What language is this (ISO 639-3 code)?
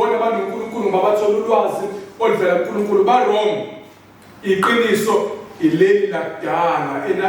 zul